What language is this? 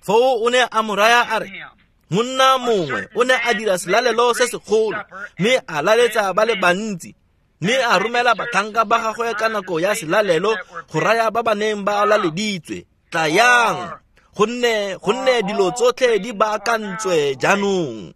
Tswana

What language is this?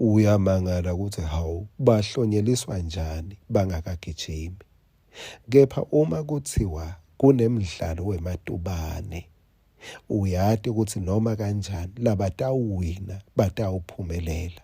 Swati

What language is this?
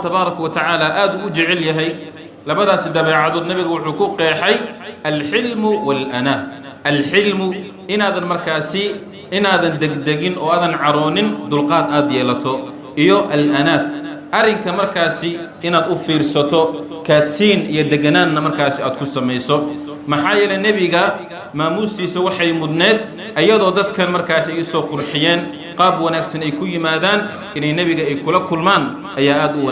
Somali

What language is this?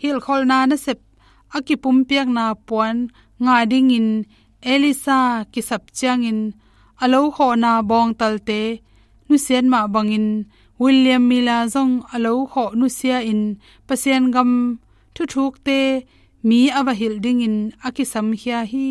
Tedim Chin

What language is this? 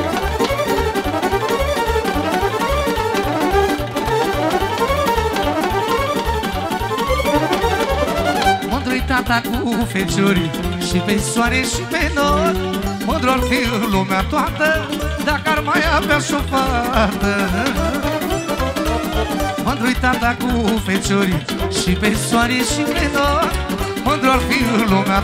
Romanian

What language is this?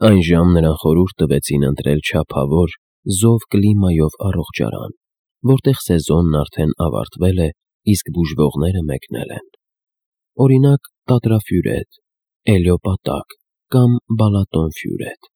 Armenian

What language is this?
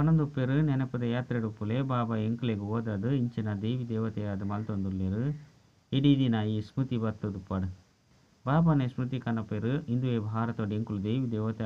Tulu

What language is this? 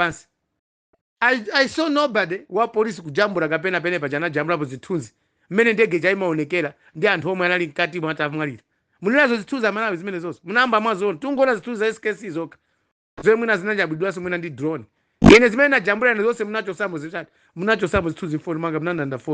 Nyanja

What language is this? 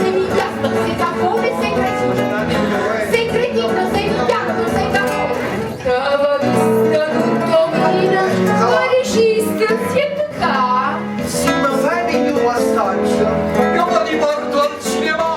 Neapolitan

